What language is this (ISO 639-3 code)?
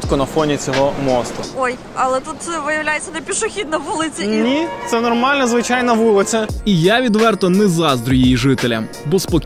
ukr